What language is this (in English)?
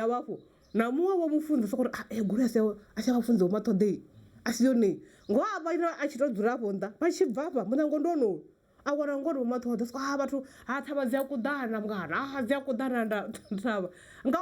Venda